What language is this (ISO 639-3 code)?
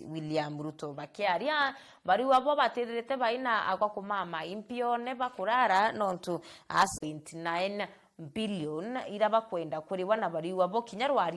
mer